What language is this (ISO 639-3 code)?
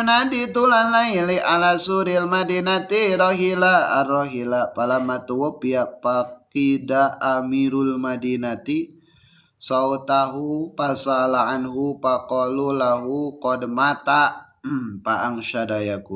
sun